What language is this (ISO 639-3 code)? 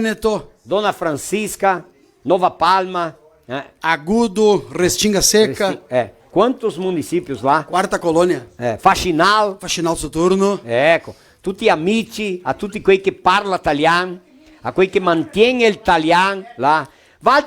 vec